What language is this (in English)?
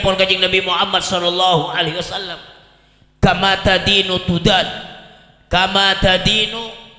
Madurese